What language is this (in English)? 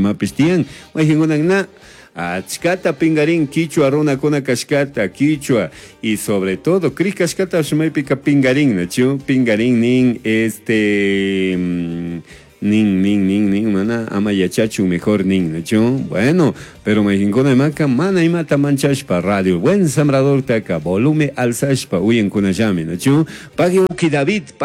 Chimborazo Highland Quichua